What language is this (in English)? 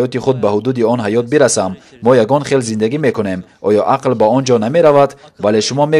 Tajik